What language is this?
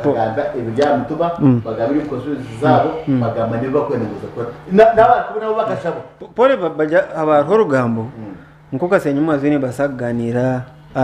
Nyankole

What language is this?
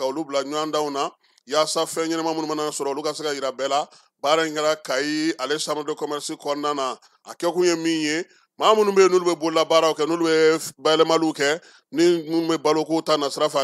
Bambara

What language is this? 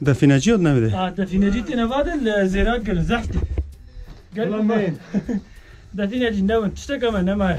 Kurdish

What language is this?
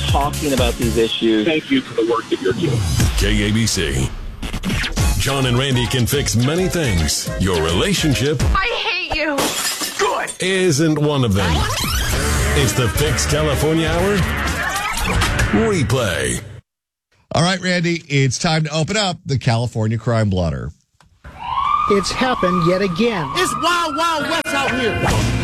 English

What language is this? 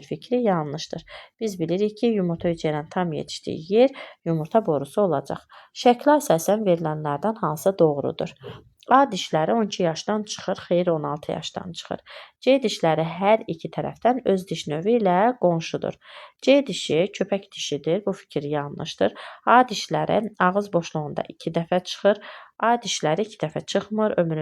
Azerbaijani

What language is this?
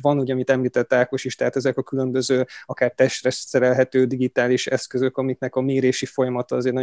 Hungarian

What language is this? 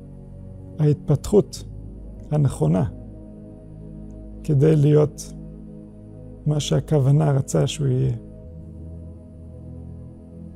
Hebrew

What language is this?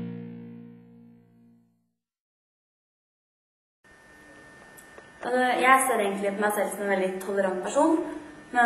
Norwegian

